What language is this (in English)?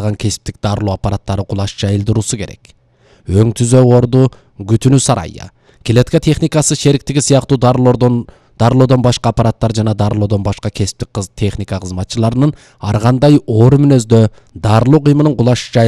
Kyrgyz